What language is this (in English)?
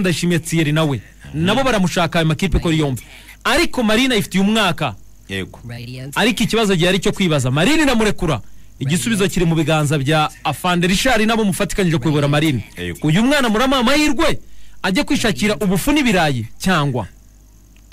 Kinyarwanda